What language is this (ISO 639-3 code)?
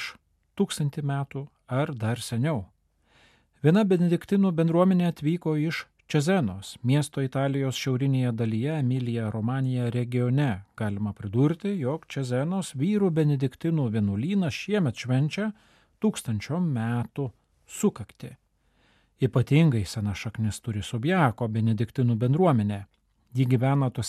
lit